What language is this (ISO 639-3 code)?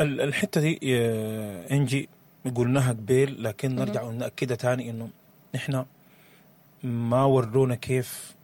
apd